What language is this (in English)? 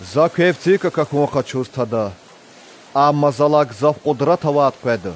Lezghian